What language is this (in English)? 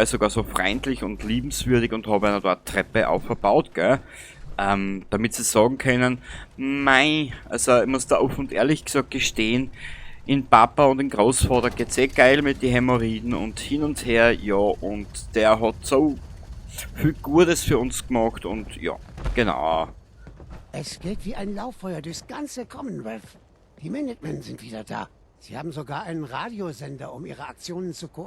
Bavarian